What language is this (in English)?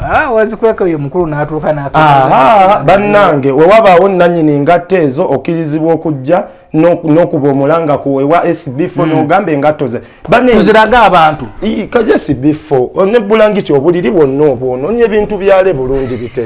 Ganda